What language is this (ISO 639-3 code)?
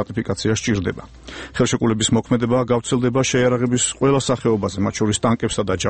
kat